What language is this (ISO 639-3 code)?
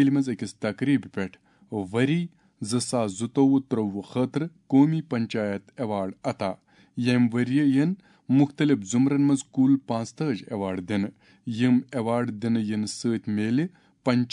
kas